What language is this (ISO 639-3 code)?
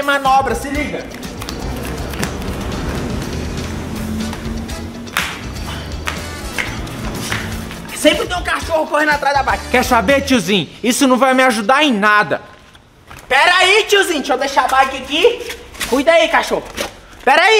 por